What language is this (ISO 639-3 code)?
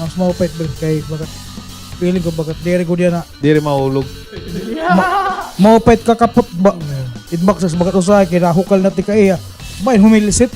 war